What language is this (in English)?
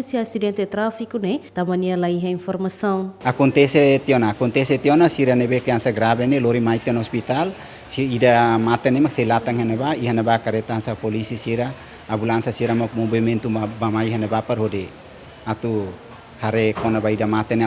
Tetum